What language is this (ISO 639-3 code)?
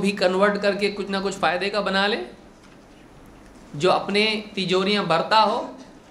urd